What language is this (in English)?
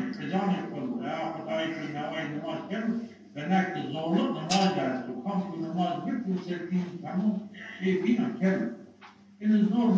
Zaza